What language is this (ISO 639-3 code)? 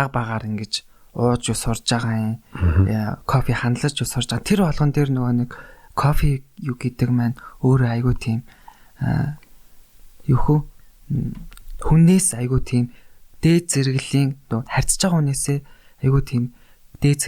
mon